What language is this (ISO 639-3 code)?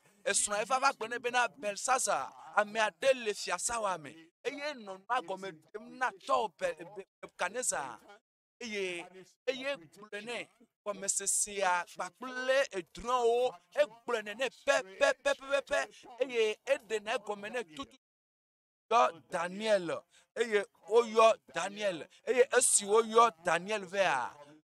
ewe